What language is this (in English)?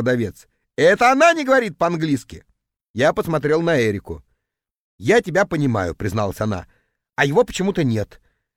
Russian